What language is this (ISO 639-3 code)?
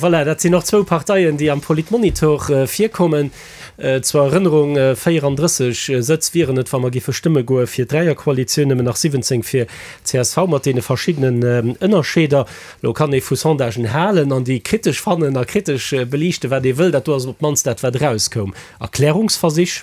ltz